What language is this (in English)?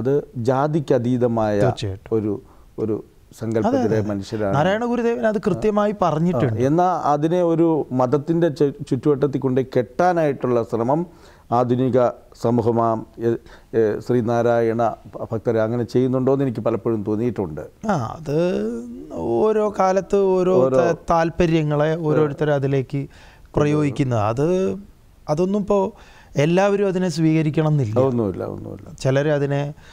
Malayalam